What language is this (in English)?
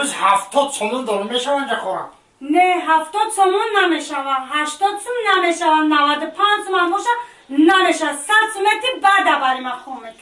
Tajik